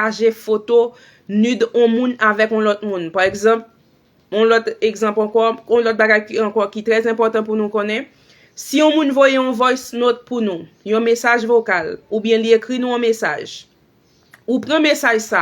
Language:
Haitian Creole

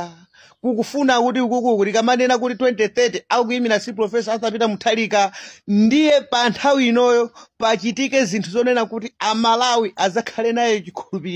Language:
Nyanja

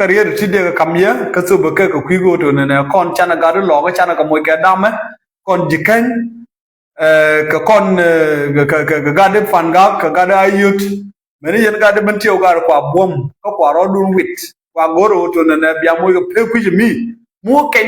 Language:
Nuer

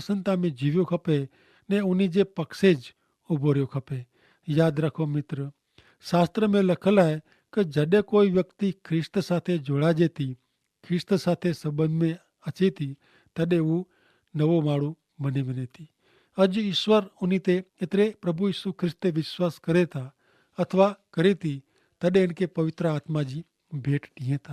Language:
Kachhi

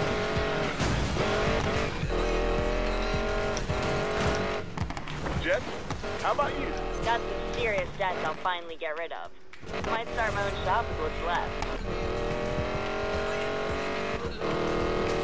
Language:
English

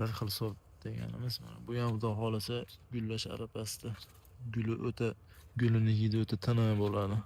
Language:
Uzbek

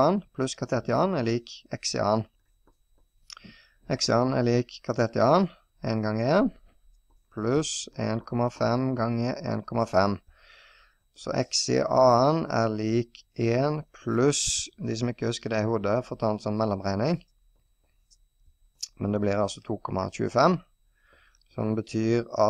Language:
Norwegian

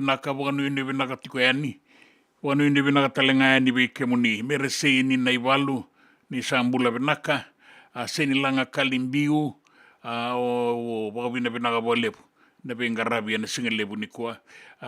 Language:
Fijian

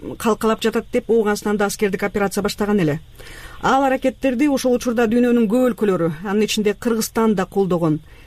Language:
Kyrgyz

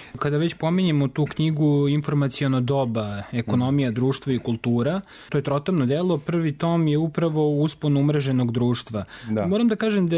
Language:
Serbian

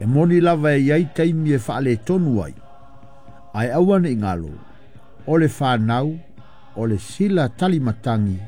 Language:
Samoan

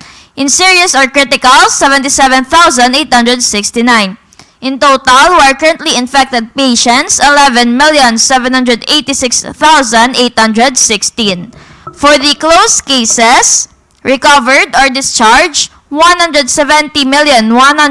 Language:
Hiligaynon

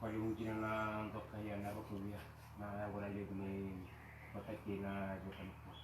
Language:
Fijian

